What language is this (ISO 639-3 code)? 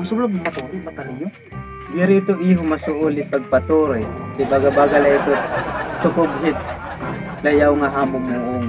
war